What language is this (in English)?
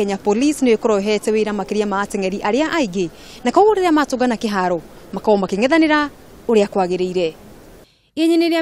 Kikuyu